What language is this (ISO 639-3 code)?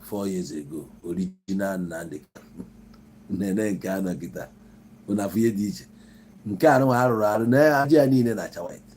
ibo